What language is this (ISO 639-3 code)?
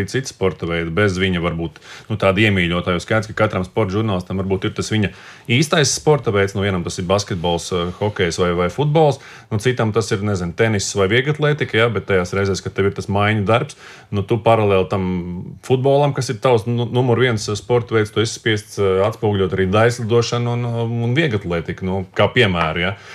lav